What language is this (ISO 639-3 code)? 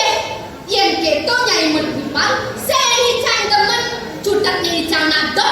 ban